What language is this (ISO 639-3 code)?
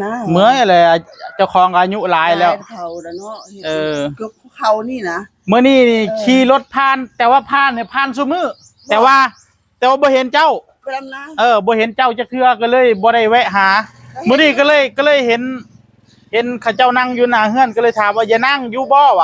tts